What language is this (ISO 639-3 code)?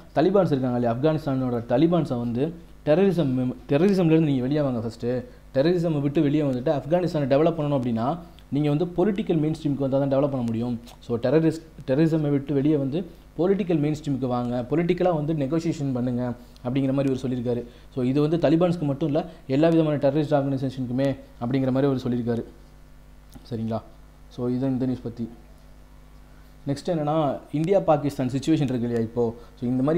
tam